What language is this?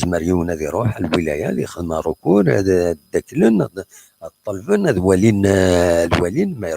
Kabyle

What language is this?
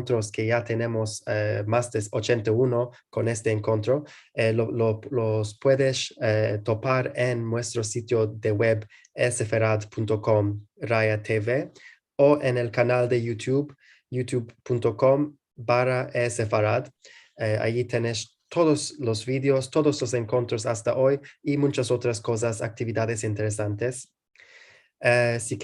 Ladino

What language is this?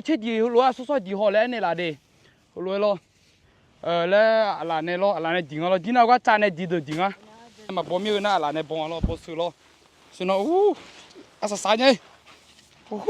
Akha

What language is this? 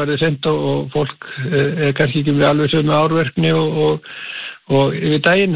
Icelandic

